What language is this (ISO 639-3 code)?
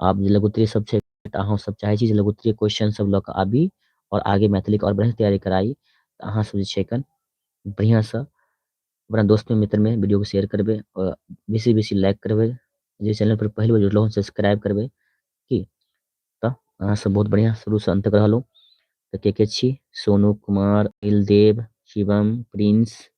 mai